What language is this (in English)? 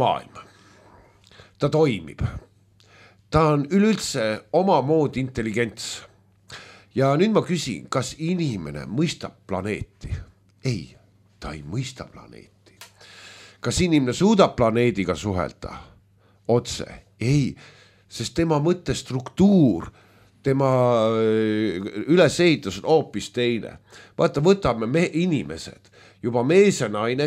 Estonian